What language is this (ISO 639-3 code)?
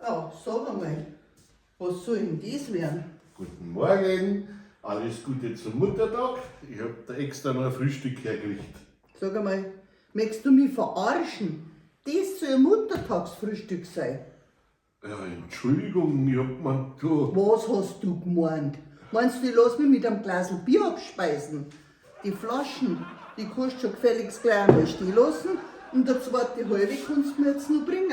bar